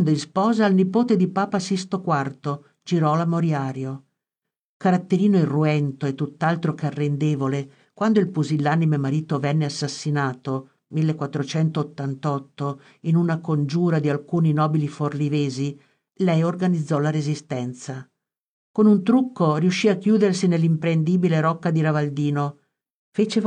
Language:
Italian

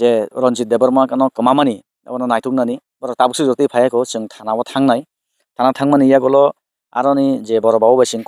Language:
Kok Borok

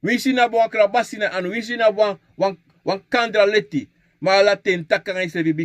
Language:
Sranan Tongo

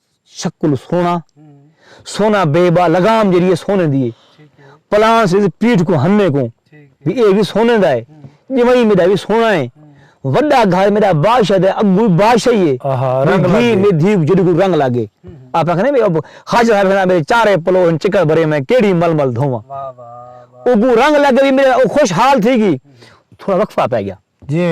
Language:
Saraiki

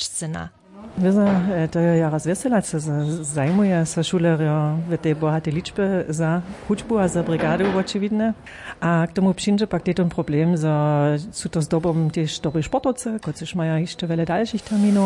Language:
Upper Sorbian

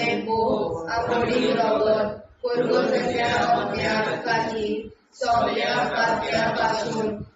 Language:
Konkani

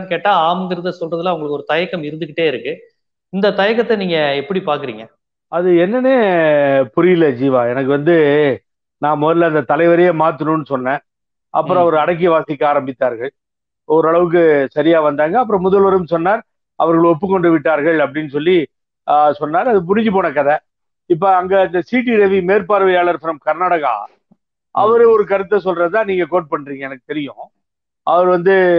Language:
Tamil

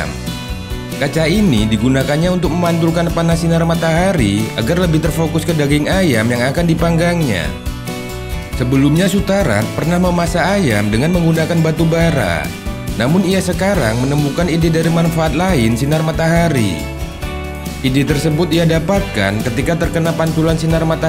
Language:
Indonesian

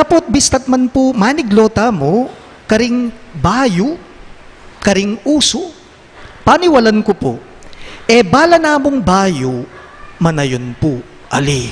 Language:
Pampanga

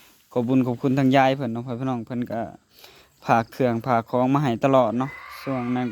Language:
Lao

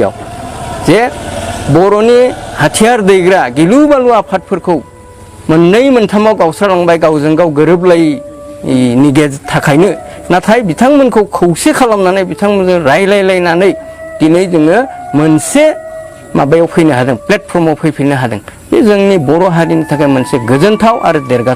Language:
Bodo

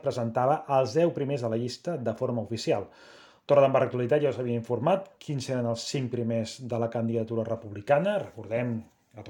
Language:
Catalan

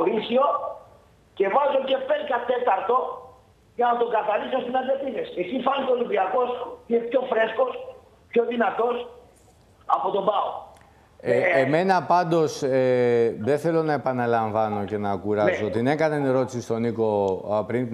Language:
Greek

